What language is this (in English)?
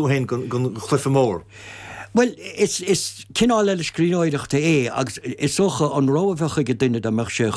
Irish